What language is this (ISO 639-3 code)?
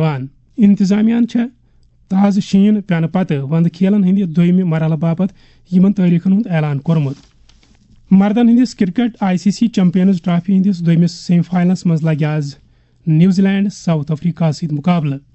kas